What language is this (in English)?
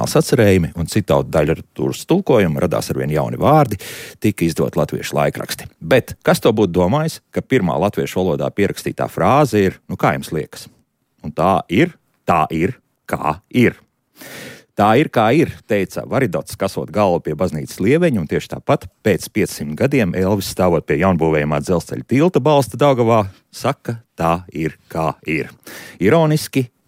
Latvian